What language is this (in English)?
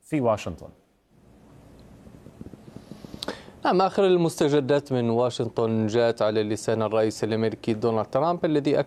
Arabic